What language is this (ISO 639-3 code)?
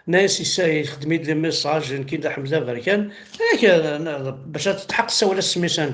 kab